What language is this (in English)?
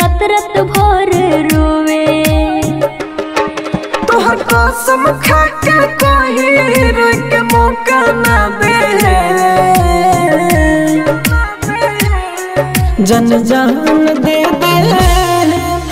Bhojpuri